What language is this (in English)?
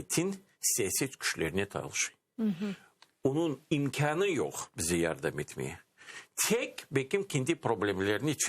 Crimean Tatar